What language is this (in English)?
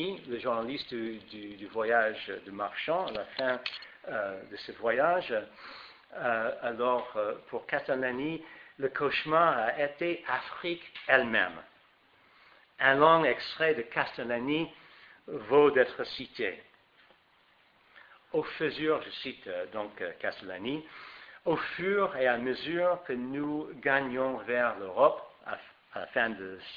French